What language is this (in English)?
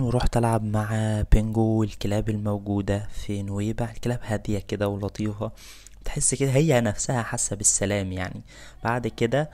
Egyptian Arabic